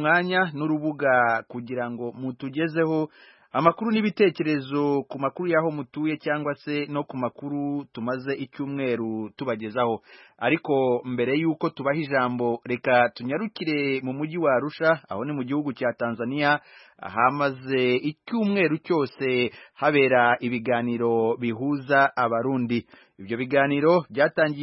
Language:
Kinyarwanda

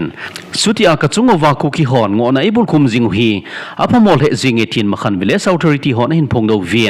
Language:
Thado Chin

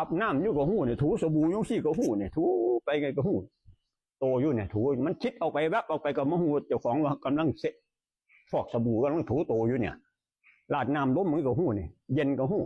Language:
Northeastern Thai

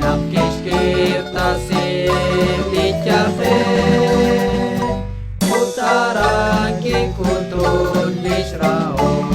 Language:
Kekchí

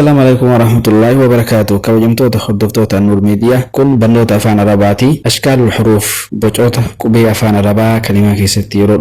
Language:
Oromo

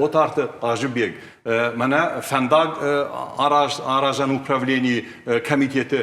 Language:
Ossetic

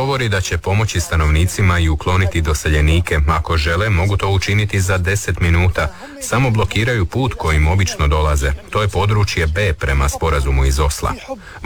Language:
Croatian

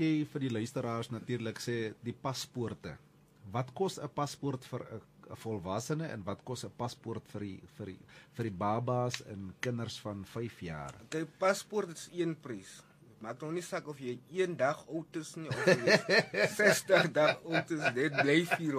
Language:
Afrikaans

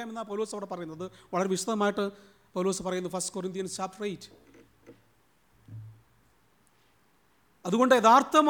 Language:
Malayalam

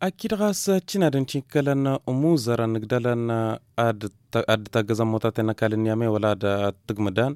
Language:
Tamasheq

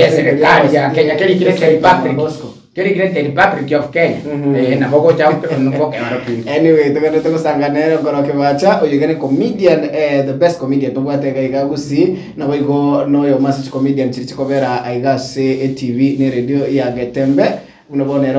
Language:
Gusii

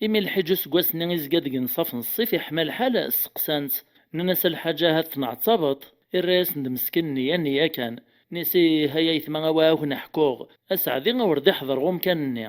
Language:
Kabyle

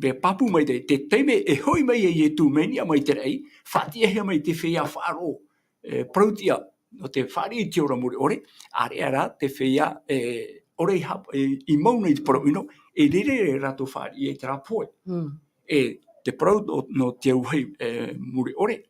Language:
Tahitian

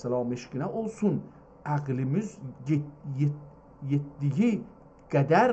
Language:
South Azerbaijani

